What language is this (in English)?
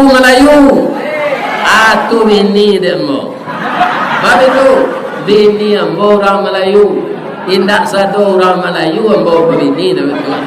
Minangkabau